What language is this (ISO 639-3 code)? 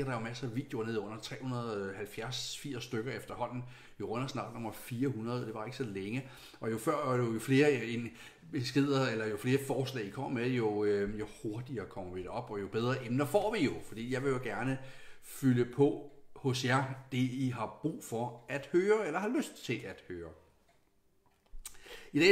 dan